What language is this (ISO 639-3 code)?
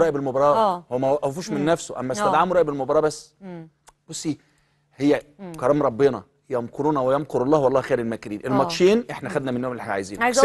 arz